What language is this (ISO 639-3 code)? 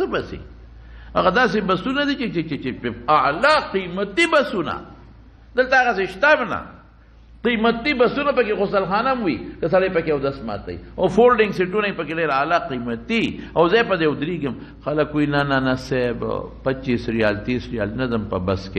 pus